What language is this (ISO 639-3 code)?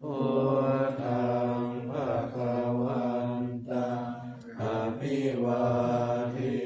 pli